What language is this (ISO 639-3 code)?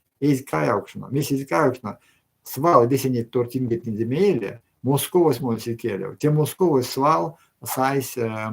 myv